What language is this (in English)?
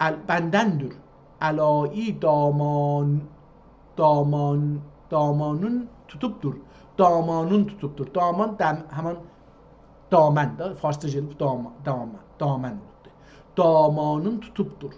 South Azerbaijani